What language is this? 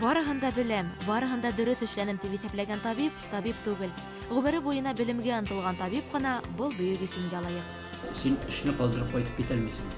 Bashkir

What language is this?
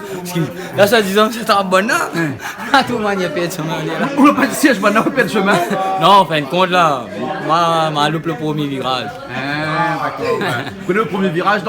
Réunion Creole French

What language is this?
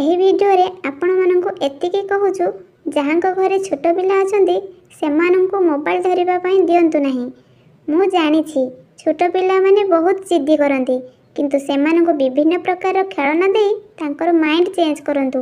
Odia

